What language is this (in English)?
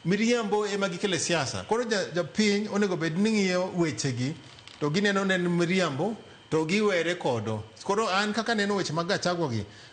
Luo (Kenya and Tanzania)